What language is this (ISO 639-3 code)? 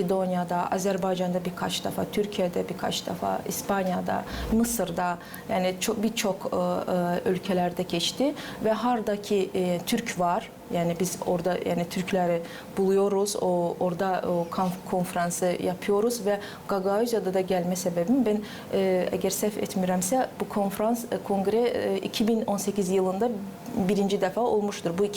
gag